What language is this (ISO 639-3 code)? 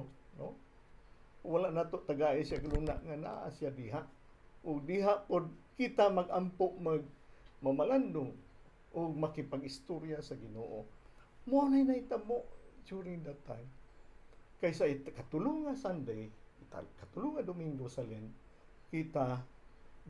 ceb